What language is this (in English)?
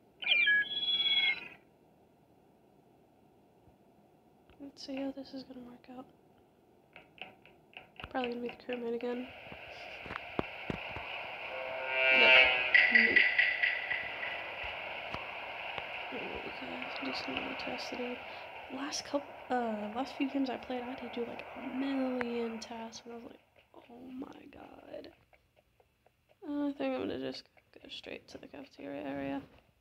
English